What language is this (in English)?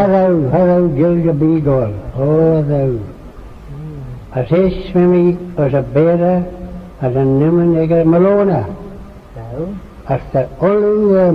Manx